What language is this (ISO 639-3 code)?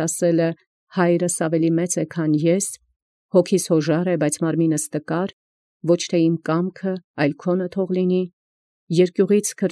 hye